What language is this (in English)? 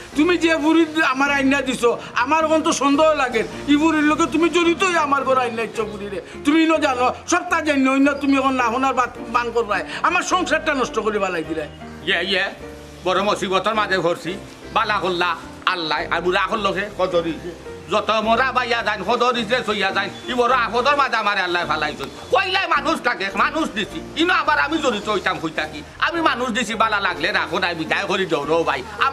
Sylheti